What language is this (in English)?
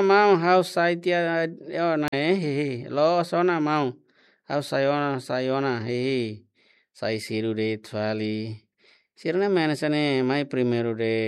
Tetum